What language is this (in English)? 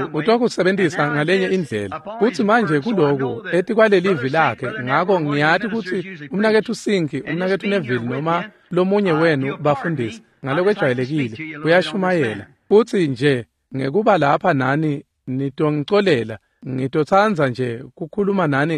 Swati